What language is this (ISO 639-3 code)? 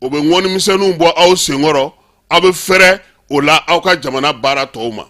bam